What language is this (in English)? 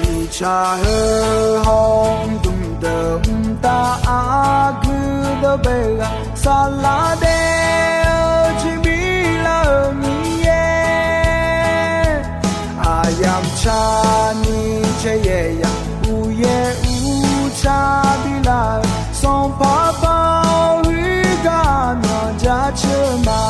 Akha